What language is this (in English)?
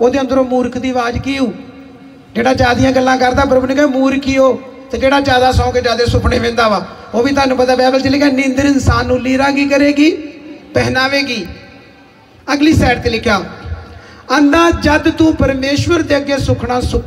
Punjabi